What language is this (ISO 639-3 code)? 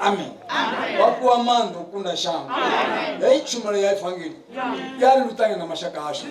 ven